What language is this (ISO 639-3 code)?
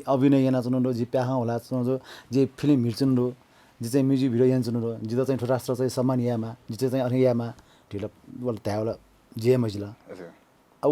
new